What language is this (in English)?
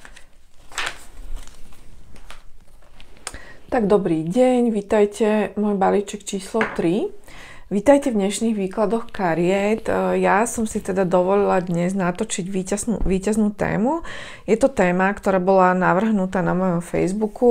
Slovak